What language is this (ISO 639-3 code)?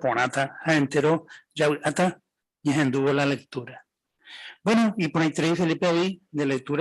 grn